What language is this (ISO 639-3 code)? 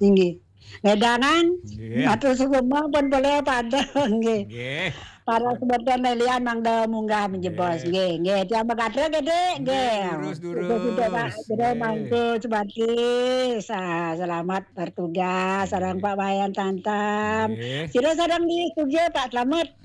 ban